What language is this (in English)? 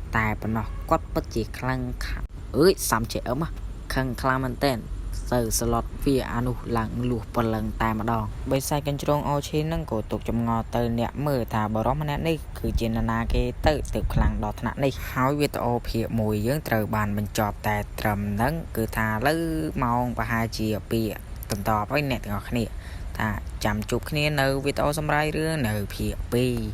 Khmer